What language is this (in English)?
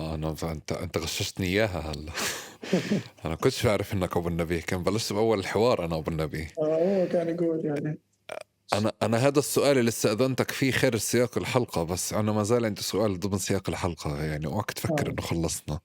North Levantine Arabic